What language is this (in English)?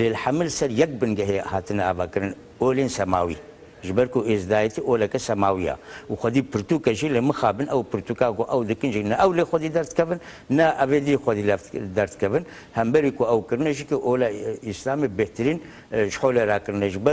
Kurdish